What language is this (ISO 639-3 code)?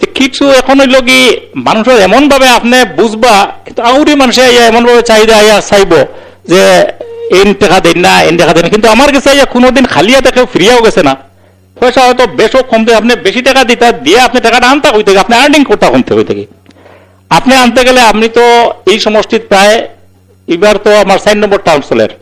syl